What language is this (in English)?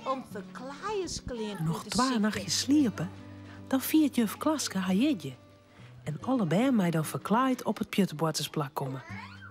Western Frisian